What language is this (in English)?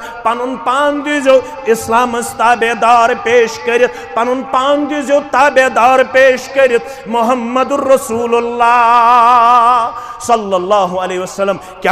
Kashmiri